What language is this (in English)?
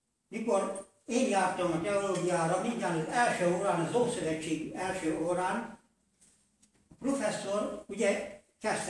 Hungarian